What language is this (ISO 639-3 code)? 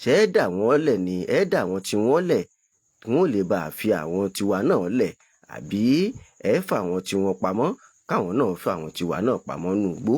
yor